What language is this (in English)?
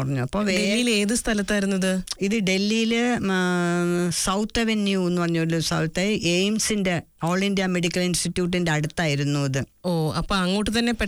Malayalam